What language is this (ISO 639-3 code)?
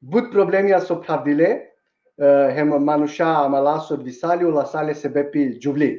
rmn